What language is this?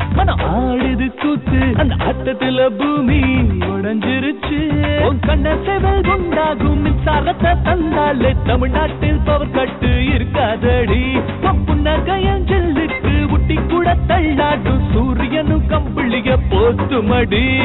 Tamil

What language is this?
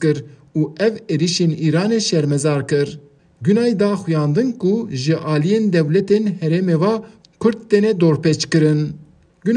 Kurdish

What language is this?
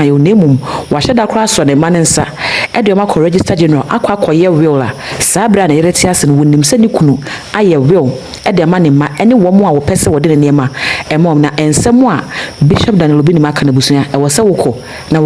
Akan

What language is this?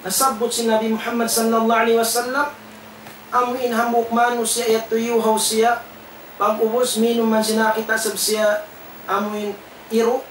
Tausug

